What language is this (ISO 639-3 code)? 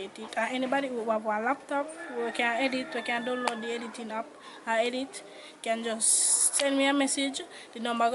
jam